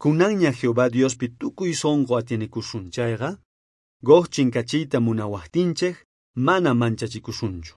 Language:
South Bolivian Quechua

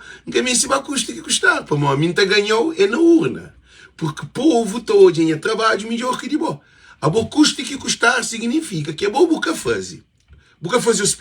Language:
Kabuverdianu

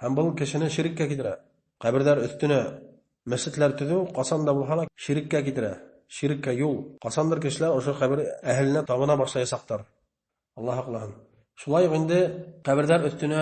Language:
Bashkir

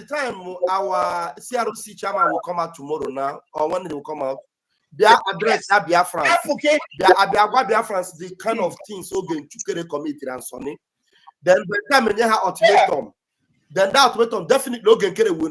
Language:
Igbo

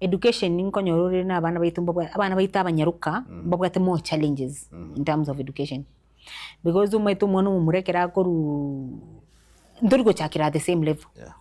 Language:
Gusii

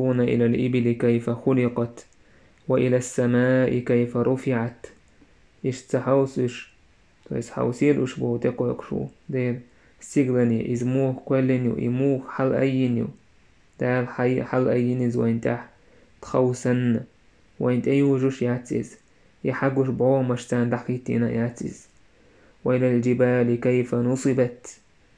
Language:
Chechen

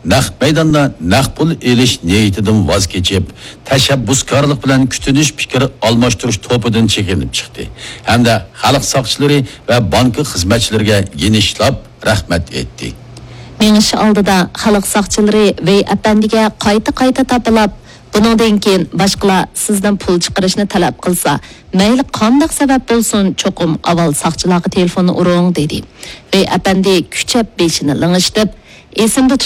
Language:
Uyghur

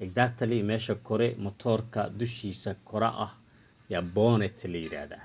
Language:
Somali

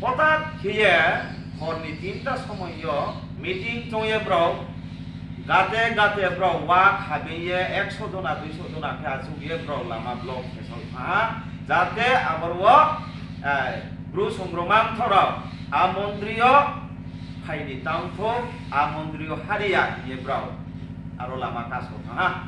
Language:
Riang (India)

